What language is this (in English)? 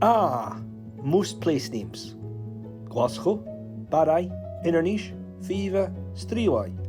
Scottish Gaelic